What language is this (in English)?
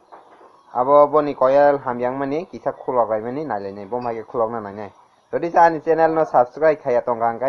Kok Borok